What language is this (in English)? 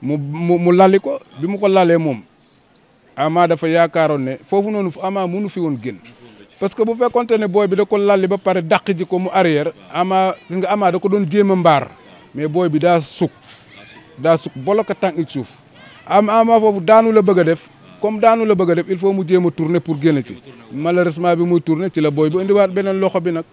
Wolof